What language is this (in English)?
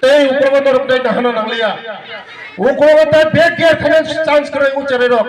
Kok Borok